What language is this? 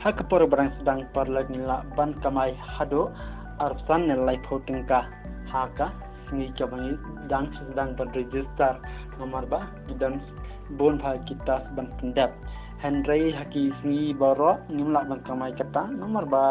Khasi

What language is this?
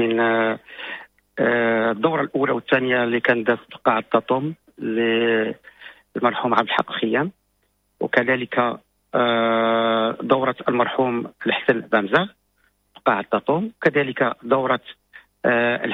Moroccan Arabic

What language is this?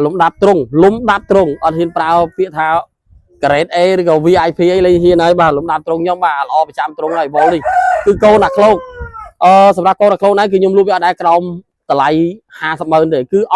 Khmer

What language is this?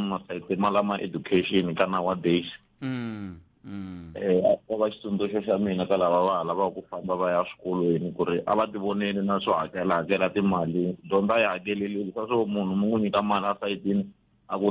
Tsonga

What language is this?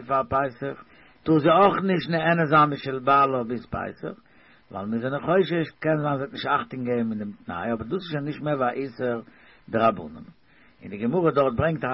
Yiddish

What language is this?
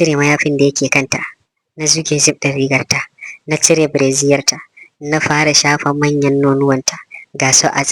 Hausa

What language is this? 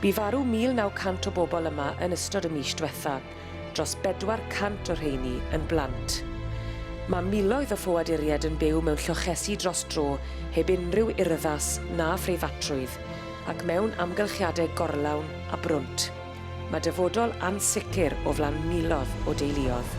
Welsh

